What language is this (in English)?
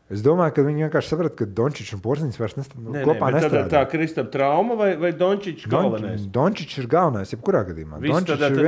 Latvian